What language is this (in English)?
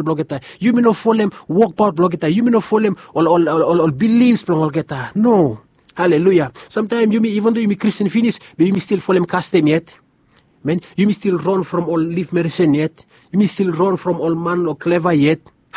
Bislama